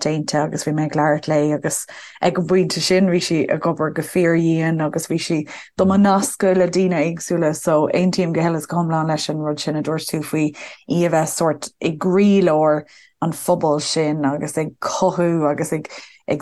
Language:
Irish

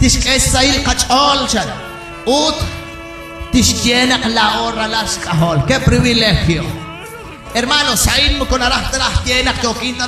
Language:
Kekchí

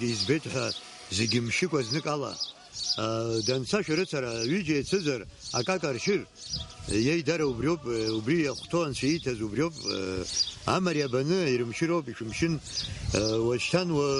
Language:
Abkhazian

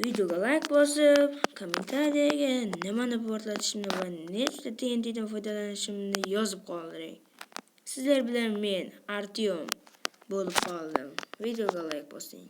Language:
Uzbek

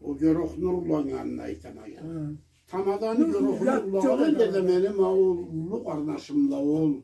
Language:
Karachay-Balkar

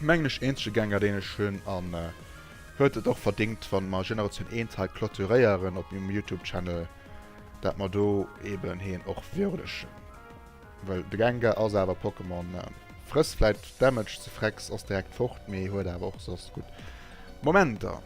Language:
Luxembourgish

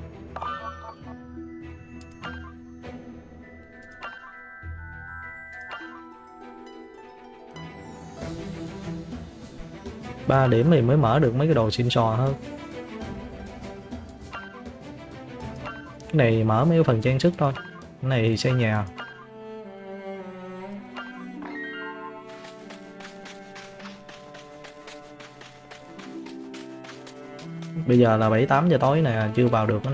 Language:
Vietnamese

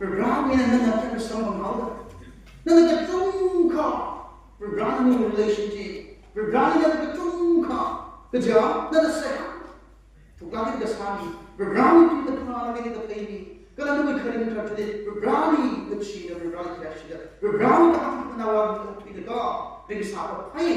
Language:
Tangkhul Naga (India)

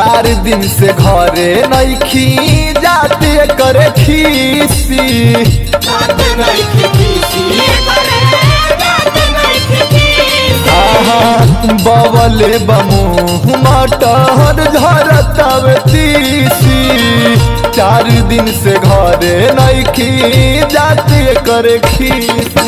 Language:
Bhojpuri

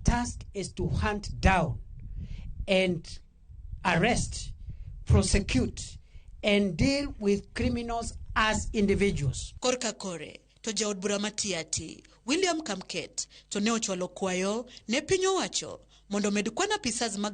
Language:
Luo (Kenya and Tanzania)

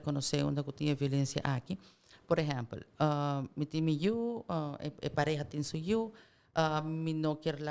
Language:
Papiamento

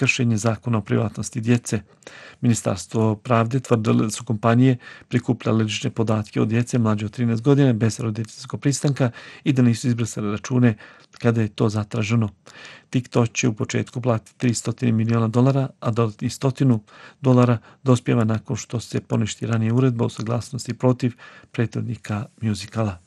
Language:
Bosnian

